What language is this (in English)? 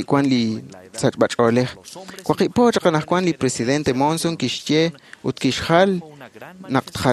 Kekchí